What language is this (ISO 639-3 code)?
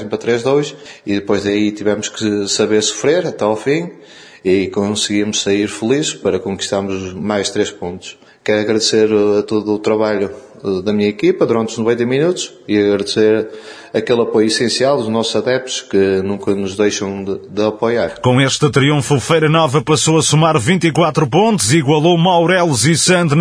por